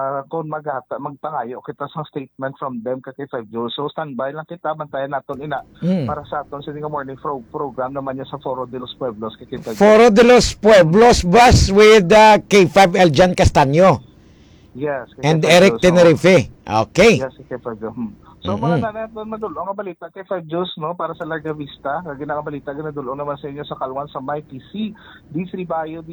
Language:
Hiligaynon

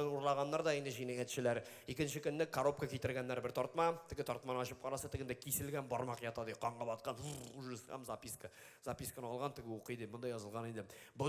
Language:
Tatar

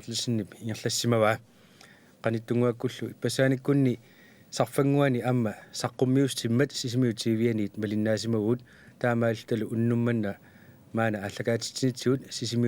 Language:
Kalaallisut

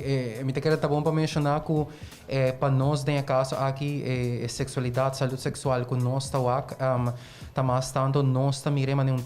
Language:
Papiamento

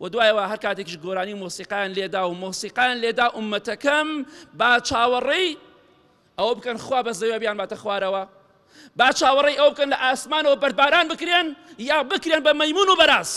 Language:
Central Kurdish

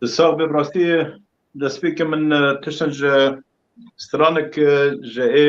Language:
Kurdish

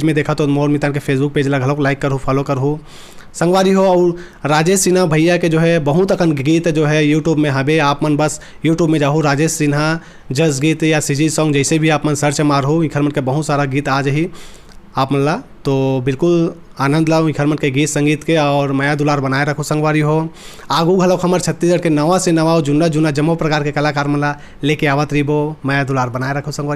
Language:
Chhattisgarhi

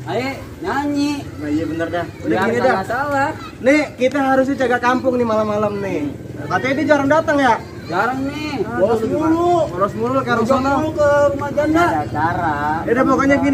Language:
Betawi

